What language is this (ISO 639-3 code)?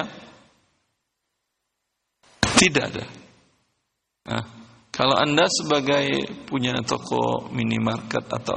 ind